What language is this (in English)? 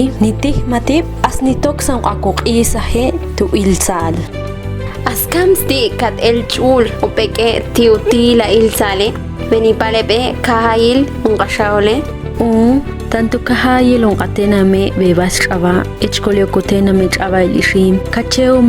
Ixil